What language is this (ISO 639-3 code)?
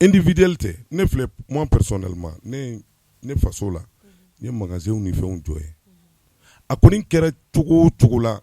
bam